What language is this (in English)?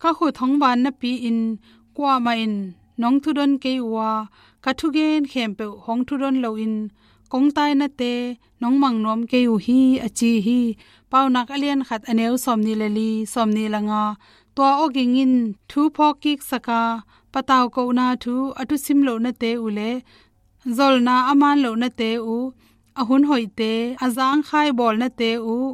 Tedim Chin